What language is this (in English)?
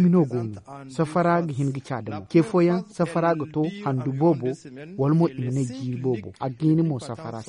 Zarma